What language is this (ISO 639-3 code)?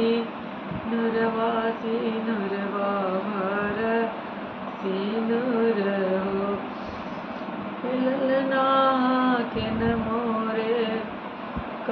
bho